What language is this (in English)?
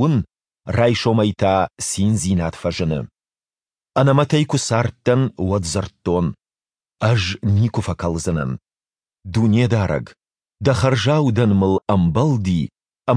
Ossetic